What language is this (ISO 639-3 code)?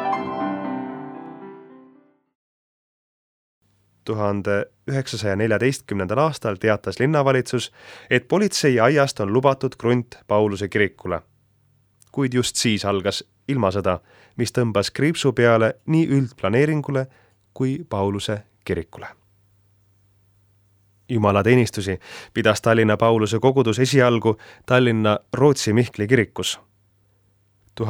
est